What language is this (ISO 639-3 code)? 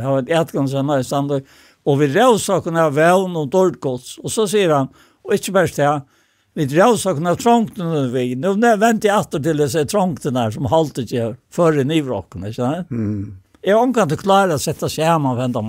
fao